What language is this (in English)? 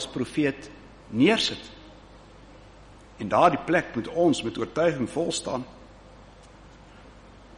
Afrikaans